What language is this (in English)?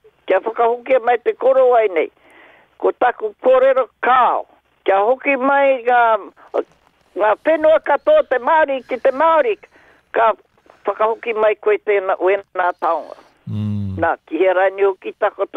Māori